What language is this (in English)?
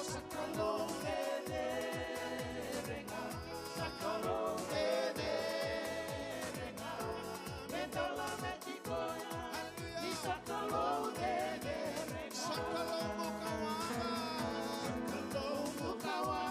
Fijian